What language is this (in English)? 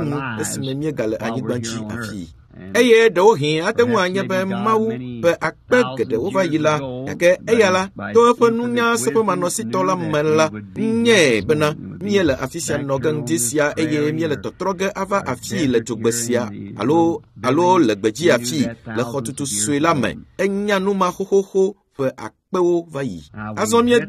Ewe